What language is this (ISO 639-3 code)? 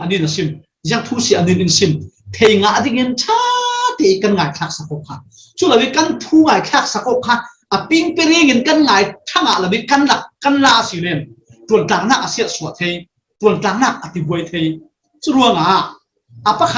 cfm